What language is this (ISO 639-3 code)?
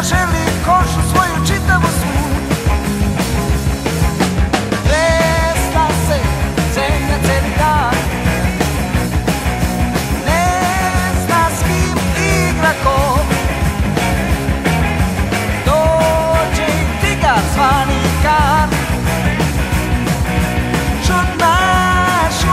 srp